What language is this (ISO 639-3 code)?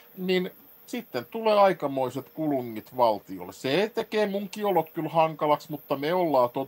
fin